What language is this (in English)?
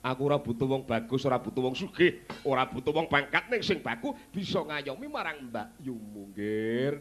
Javanese